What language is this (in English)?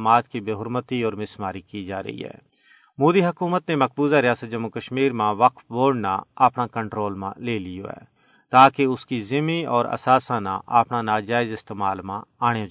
Gujari